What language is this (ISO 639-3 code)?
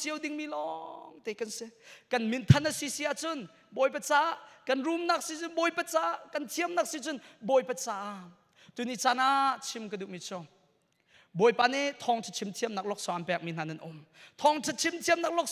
cnh